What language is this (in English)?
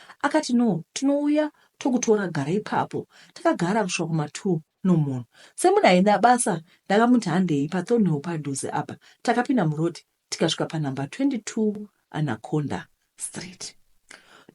Shona